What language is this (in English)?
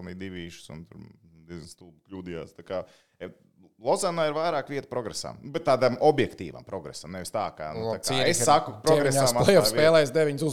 Latvian